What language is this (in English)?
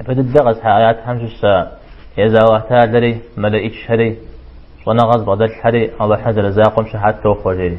Kabardian